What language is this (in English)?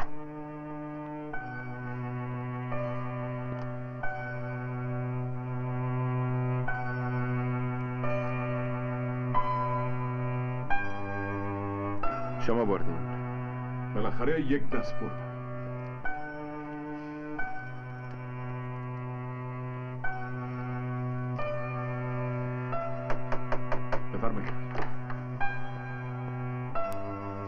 Persian